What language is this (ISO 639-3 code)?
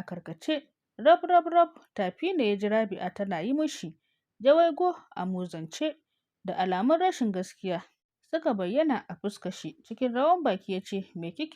hau